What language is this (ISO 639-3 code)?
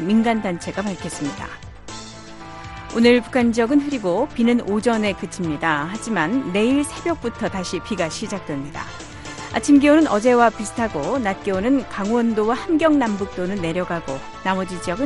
kor